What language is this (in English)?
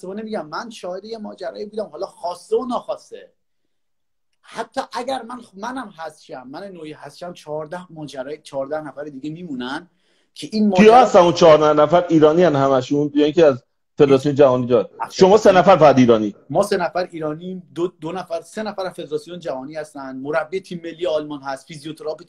Persian